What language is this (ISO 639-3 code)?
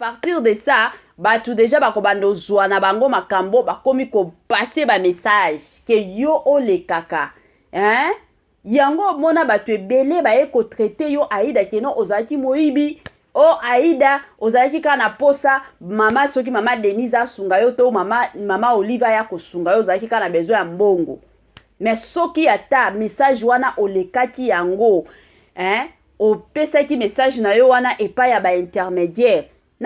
lin